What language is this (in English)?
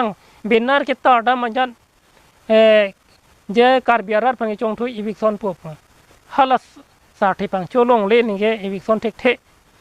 Karbi